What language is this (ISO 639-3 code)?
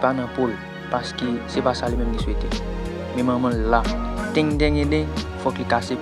hat